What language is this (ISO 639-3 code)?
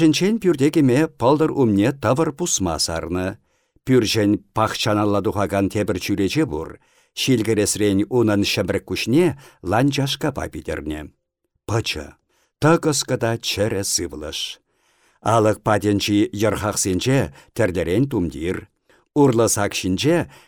chv